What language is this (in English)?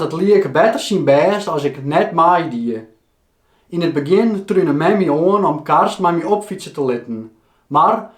Western Frisian